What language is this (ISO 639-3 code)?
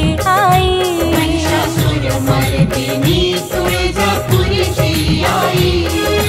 mar